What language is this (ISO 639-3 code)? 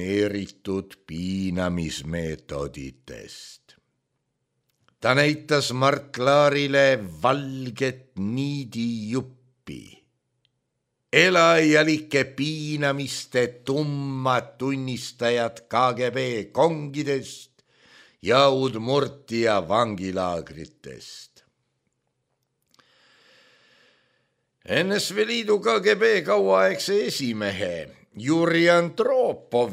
est